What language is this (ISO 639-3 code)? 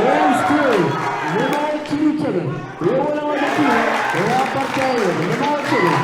mah